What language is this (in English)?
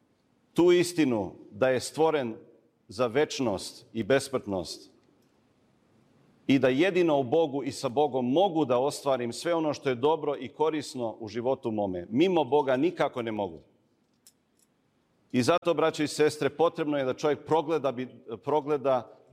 Serbian